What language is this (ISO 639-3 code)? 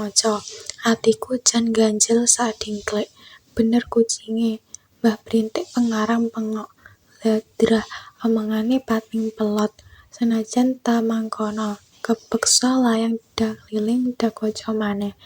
jav